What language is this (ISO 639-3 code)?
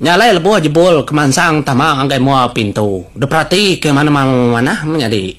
iba